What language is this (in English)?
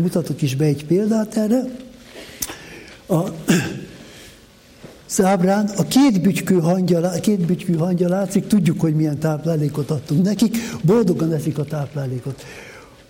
Hungarian